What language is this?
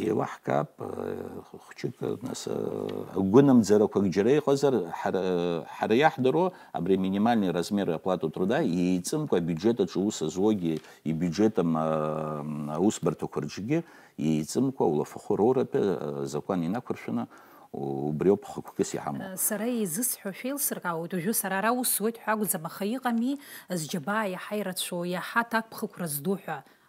Abkhazian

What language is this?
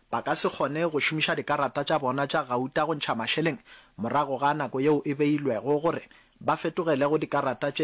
Northern Sotho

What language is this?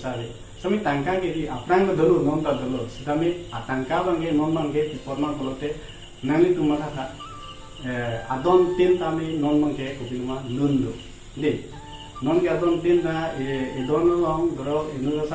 Karbi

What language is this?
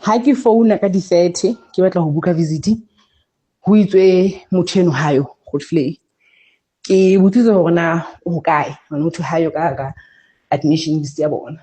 Southern Sotho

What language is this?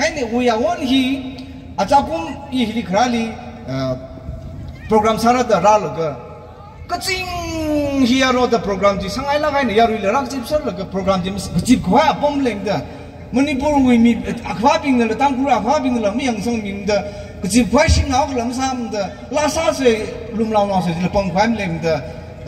Tangkhul Naga (India)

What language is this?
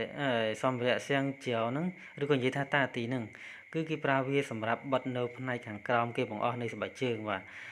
Khmer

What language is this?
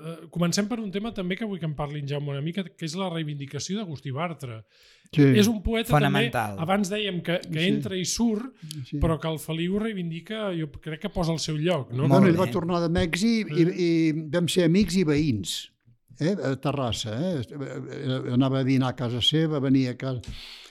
Catalan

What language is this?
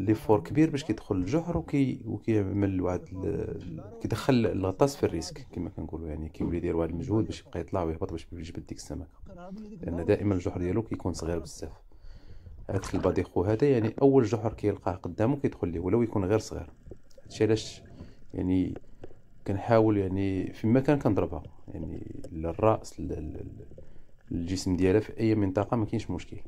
Moroccan Arabic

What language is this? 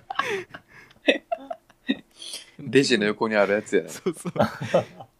Japanese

